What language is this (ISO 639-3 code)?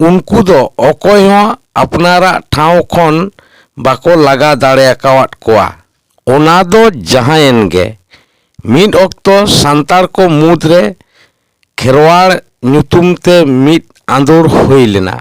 sat